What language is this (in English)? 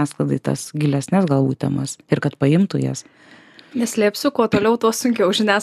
Lithuanian